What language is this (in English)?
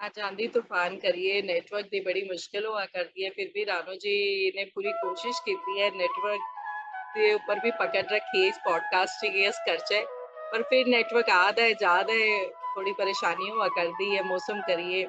Dogri